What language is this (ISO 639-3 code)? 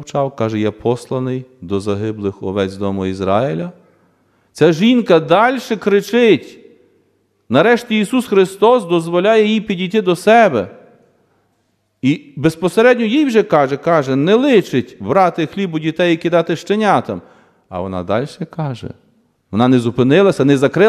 ukr